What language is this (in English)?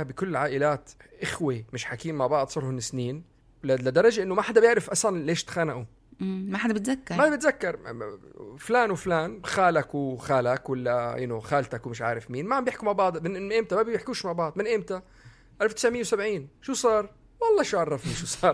North Levantine Arabic